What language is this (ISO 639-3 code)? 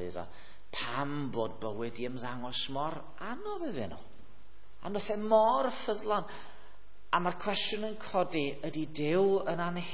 cym